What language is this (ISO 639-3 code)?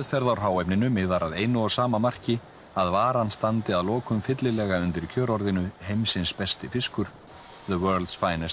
isl